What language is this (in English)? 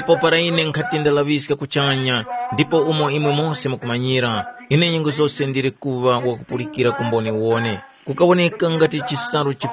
Tumbuka